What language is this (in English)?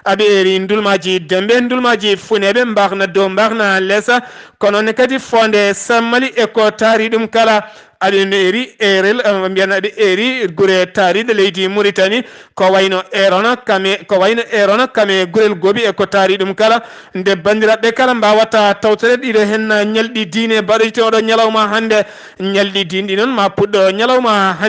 Fula